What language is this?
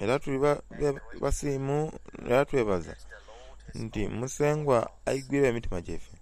Soga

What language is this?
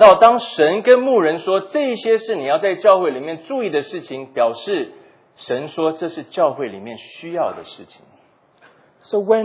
Chinese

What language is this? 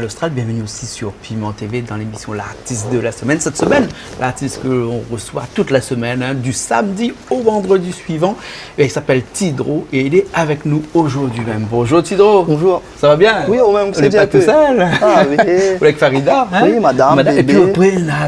Réunion Creole French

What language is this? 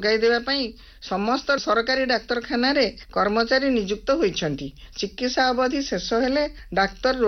Odia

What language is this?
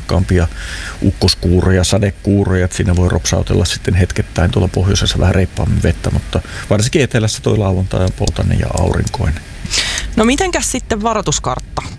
Finnish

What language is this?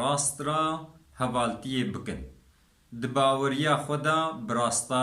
Kurdish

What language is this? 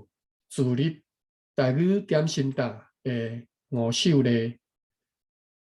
Min Nan Chinese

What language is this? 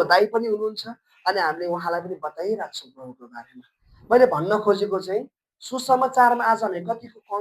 Nepali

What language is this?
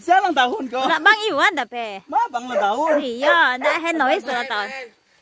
Minangkabau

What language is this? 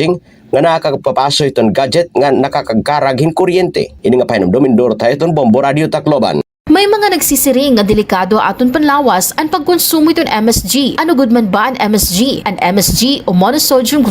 Waray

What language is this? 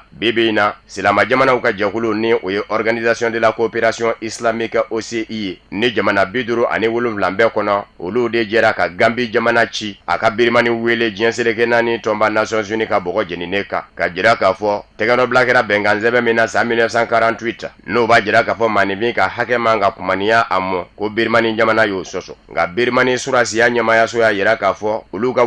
Bambara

